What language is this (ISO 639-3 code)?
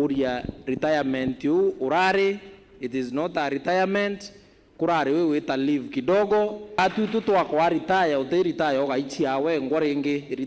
mer